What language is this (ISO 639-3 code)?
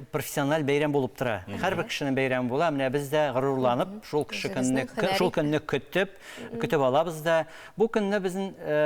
tat